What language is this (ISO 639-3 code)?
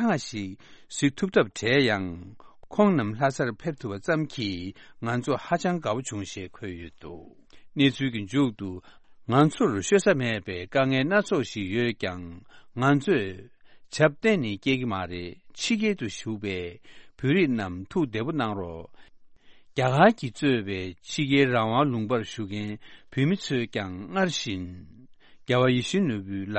bod